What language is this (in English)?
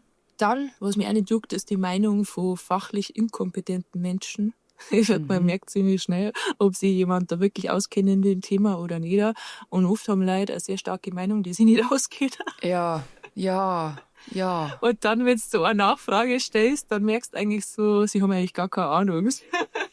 Bavarian